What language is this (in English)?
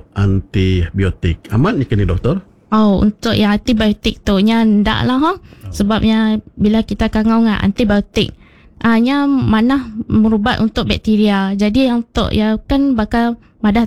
Iban